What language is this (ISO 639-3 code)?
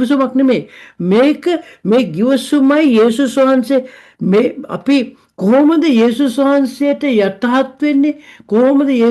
sin